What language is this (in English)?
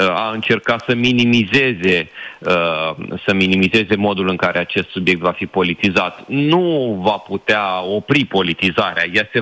Romanian